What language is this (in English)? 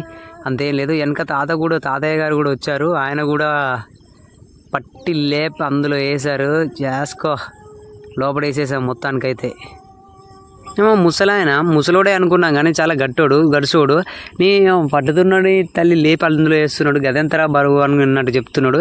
Telugu